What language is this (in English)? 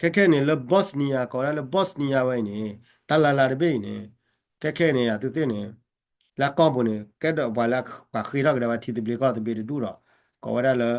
S'gaw Karen